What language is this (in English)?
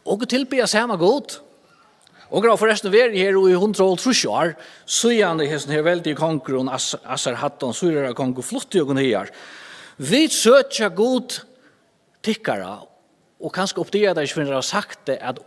Faroese